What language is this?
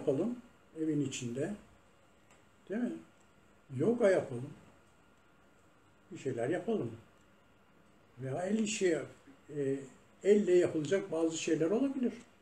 Turkish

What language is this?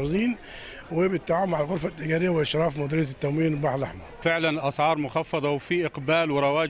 Egyptian Arabic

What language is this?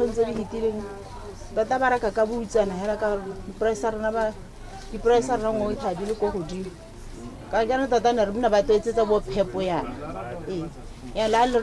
Tswana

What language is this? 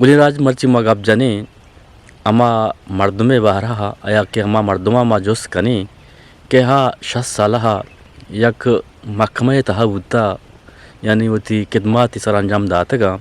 Eastern Balochi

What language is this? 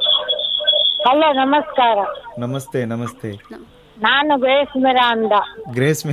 Kannada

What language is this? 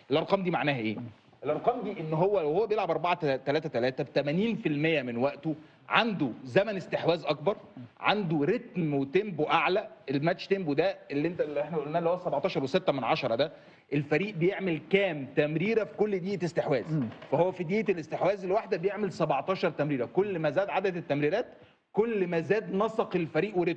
Egyptian Arabic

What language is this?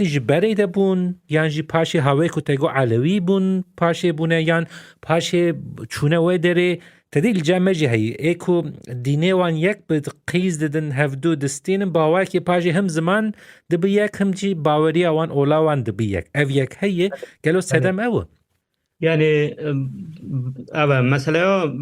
Kurdish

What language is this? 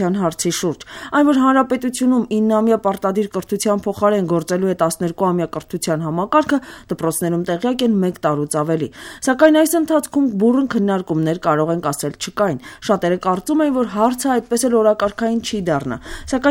Armenian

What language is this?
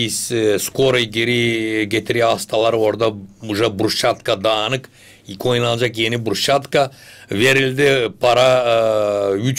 Gagauz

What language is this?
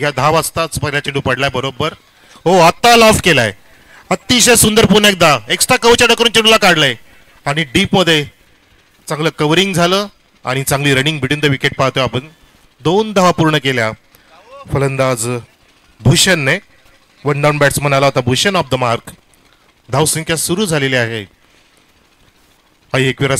Marathi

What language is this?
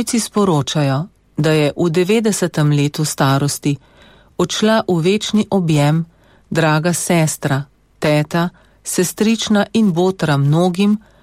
Slovenian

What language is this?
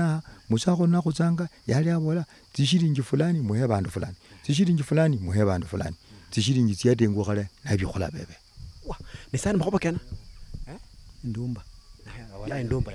Luyia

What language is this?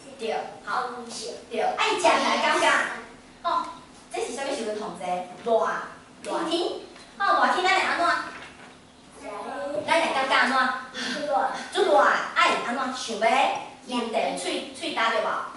Min Nan Chinese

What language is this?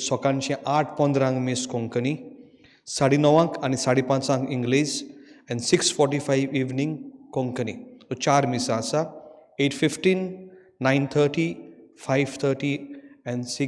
Konkani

